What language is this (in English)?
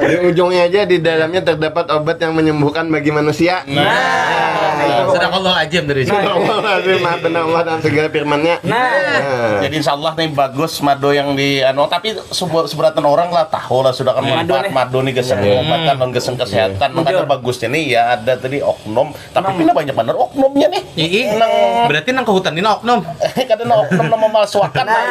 Banjar